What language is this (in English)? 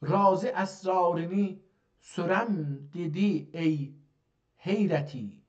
South Azerbaijani